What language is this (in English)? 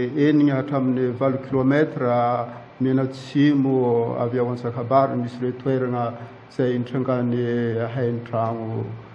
Malagasy